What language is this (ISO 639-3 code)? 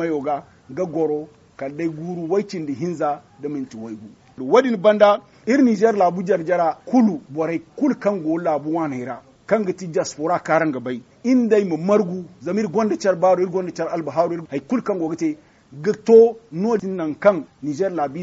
dje